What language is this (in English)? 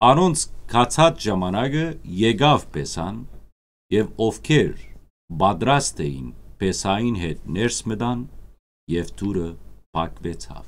Western Armenian